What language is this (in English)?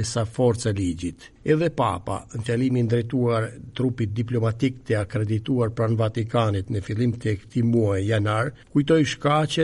Albanian